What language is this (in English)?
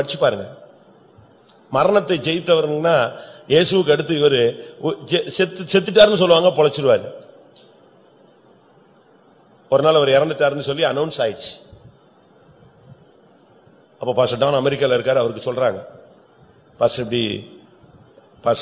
Tamil